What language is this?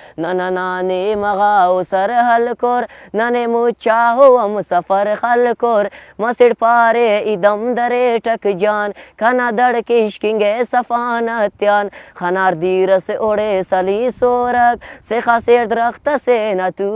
Brahui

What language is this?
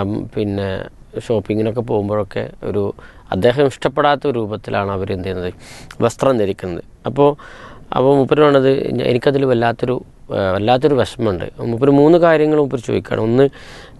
Malayalam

